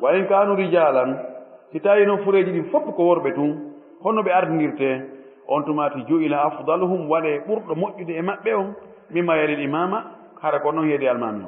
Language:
Fula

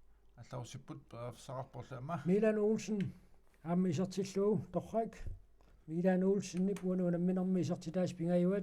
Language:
Kalaallisut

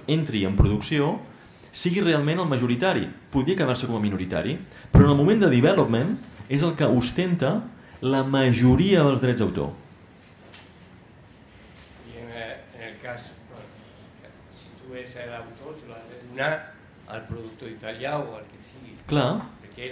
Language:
Catalan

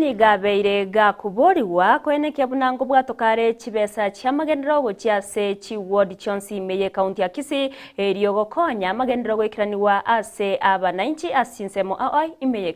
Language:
Gusii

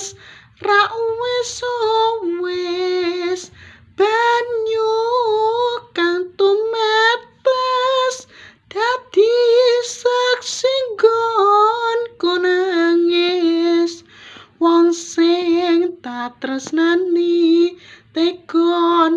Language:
Javanese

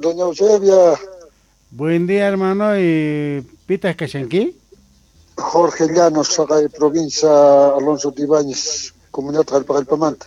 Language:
South Bolivian Quechua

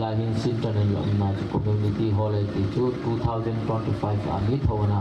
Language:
Hmar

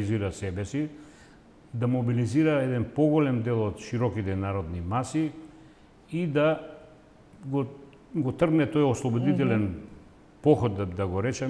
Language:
Macedonian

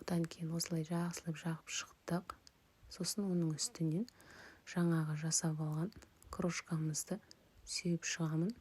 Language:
Kazakh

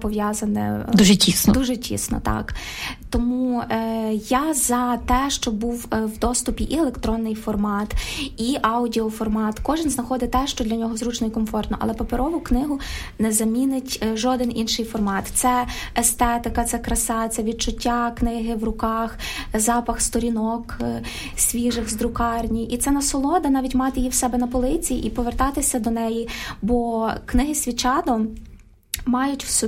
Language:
Ukrainian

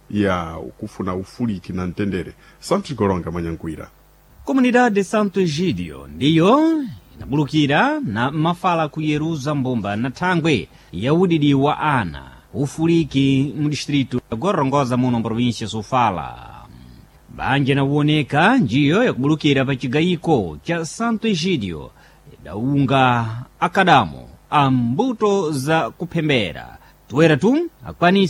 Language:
Sena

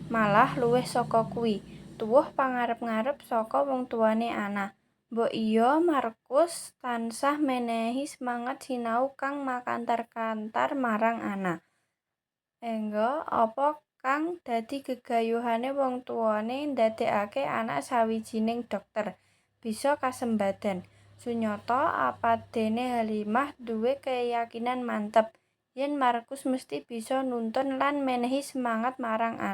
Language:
Javanese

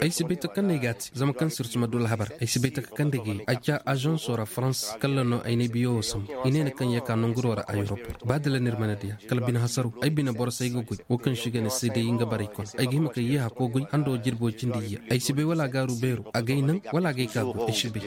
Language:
Zarma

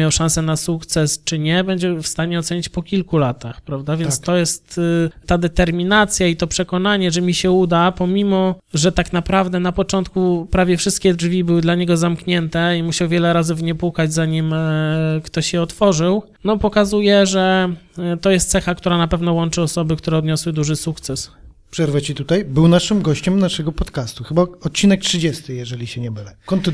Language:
Polish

